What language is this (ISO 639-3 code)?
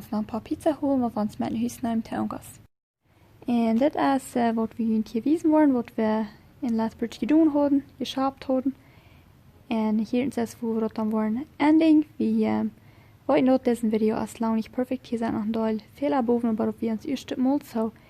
pdt